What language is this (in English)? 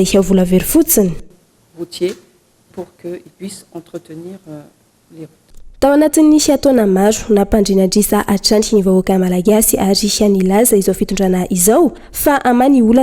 Malagasy